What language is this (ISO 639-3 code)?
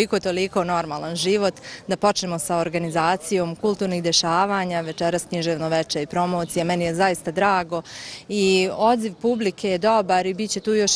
bos